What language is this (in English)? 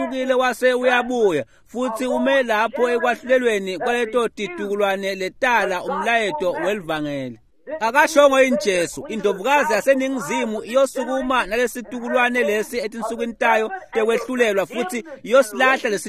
Swati